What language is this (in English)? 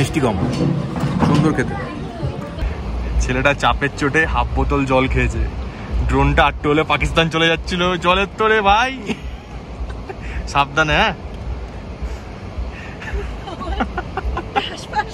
Bangla